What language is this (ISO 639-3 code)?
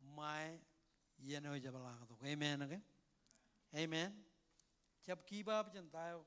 mah